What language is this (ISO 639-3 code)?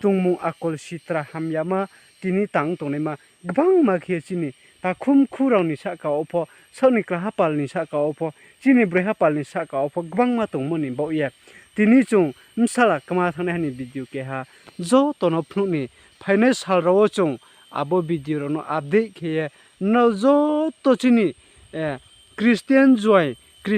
ria